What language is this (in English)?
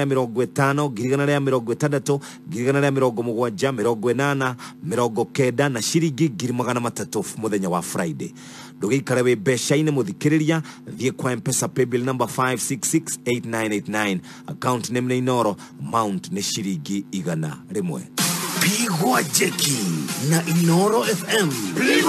Kikuyu